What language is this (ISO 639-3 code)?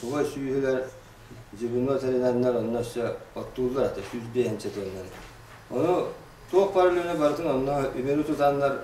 sah